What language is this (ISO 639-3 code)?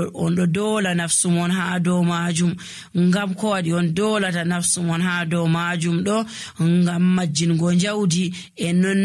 fuv